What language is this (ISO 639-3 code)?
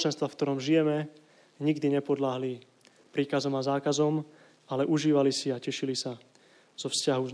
slk